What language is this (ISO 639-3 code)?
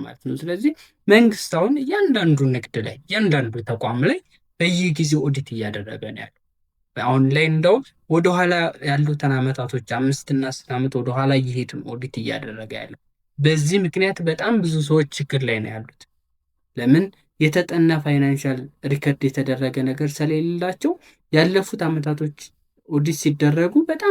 amh